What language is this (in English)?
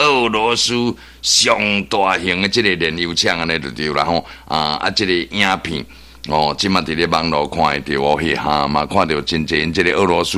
Min Nan Chinese